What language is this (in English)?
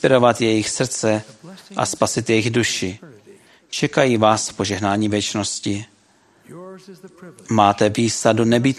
Czech